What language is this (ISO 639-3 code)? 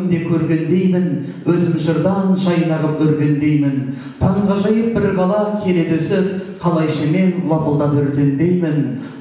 kaz